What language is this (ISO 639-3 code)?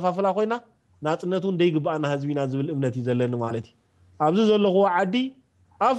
tir